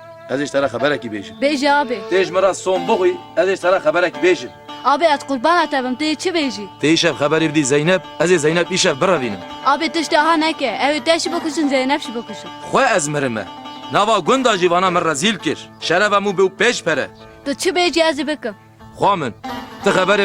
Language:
Kurdish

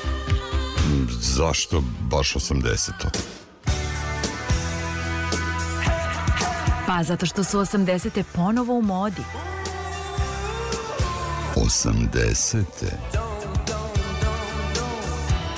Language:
Serbian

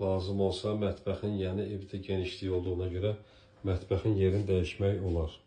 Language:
Azerbaijani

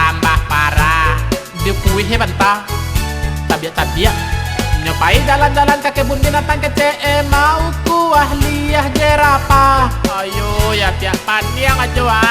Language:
Minangkabau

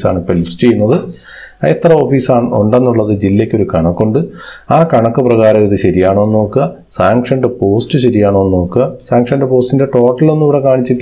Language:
Malayalam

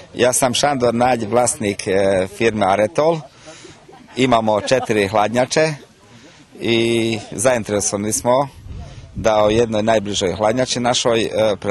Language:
Rusyn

